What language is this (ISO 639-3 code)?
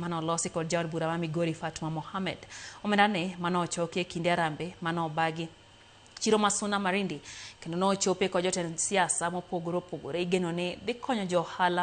luo